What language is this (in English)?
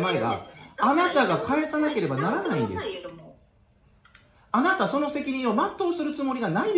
Japanese